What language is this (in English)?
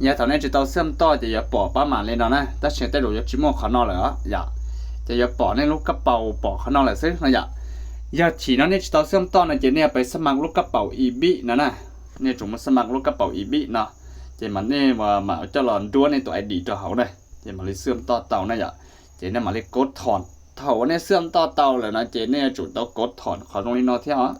Hmong